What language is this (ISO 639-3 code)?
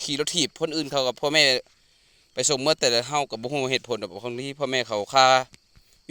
lao